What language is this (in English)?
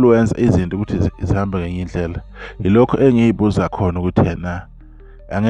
Zulu